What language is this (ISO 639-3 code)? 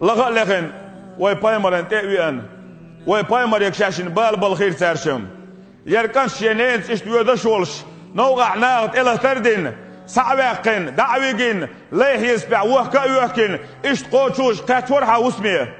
che